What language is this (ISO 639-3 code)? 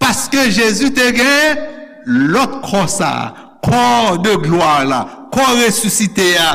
hat